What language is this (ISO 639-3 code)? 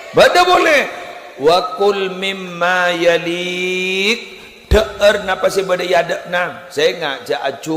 mad